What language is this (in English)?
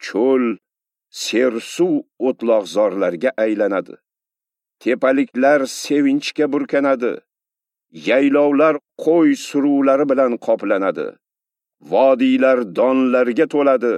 Uzbek